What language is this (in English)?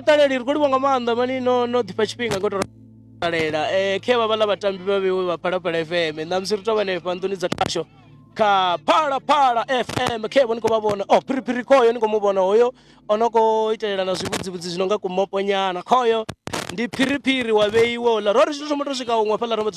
Venda